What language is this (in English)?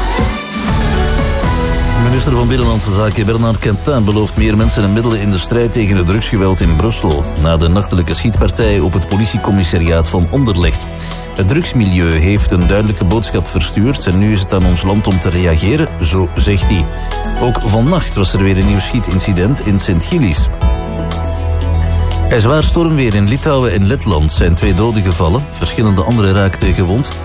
Dutch